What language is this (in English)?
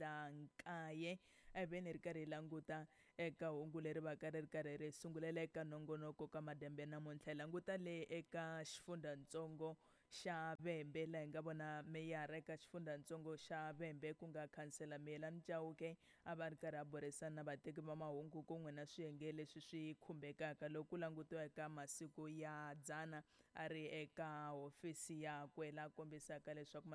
Tsonga